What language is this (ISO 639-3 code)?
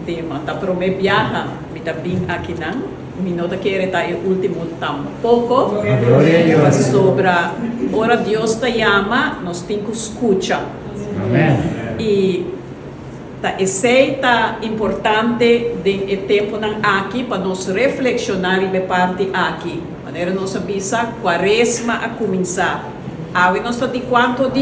pap